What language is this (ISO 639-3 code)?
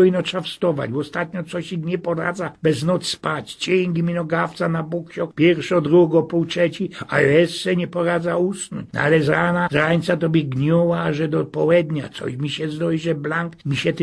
szl